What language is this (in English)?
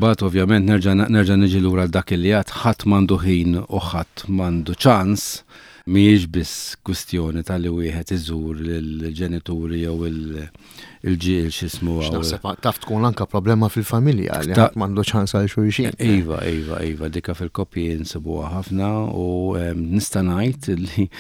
Maltese